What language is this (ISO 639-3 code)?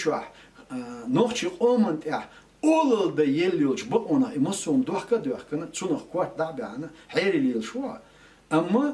che